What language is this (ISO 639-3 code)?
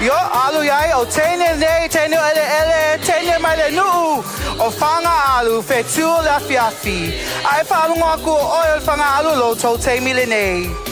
smo